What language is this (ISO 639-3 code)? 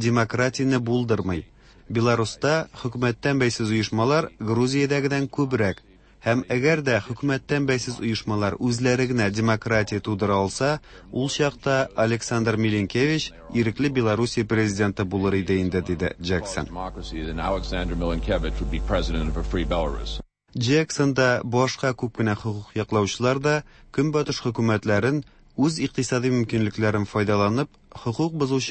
tat